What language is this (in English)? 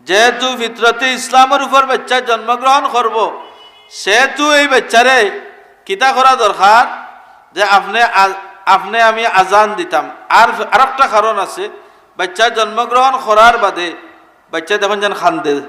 Sylheti